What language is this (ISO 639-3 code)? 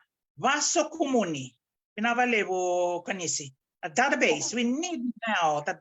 fij